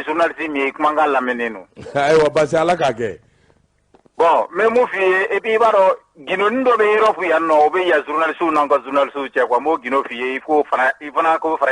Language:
Bambara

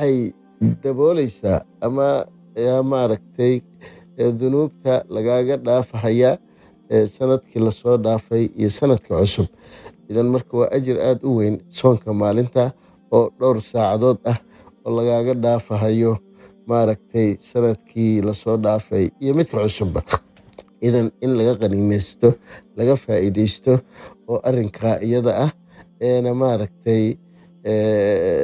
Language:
Somali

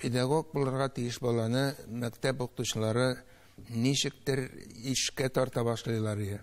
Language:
Tatar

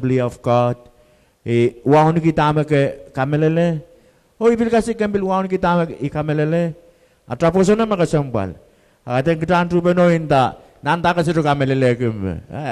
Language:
Pohnpeian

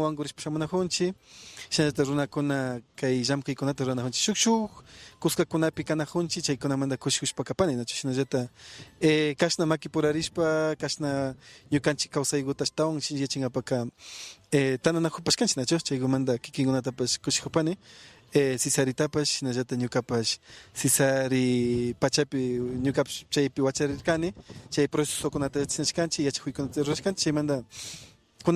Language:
Imbabura Highland Quichua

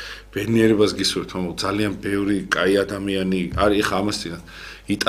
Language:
Georgian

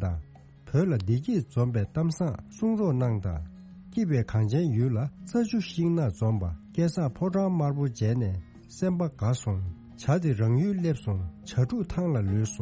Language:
Tibetan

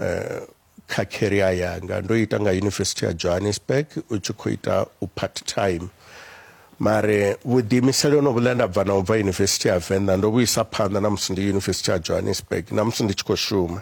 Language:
Venda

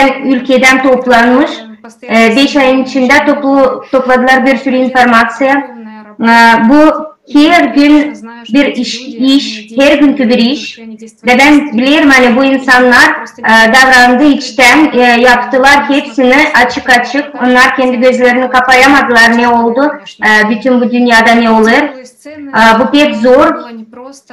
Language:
Gagauz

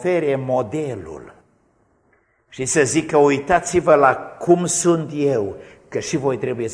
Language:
Romanian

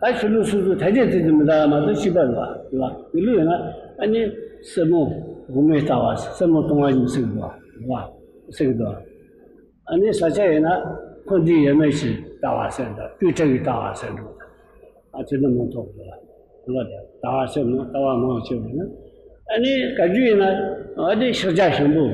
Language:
Tibetan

